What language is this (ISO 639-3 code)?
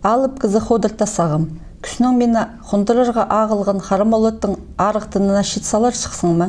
kjh